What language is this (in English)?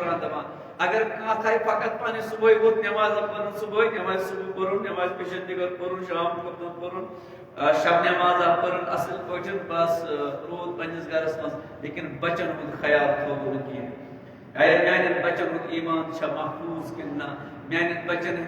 Kashmiri